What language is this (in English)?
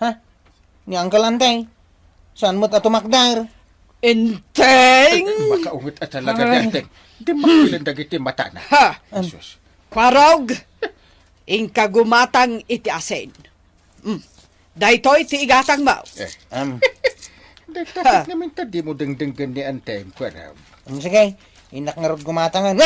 Iloko